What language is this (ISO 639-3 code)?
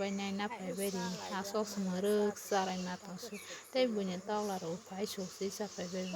trp